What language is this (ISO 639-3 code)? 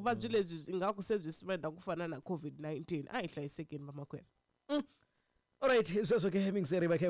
tso